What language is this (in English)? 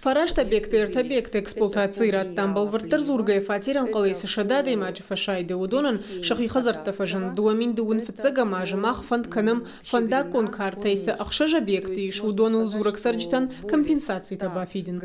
Ossetic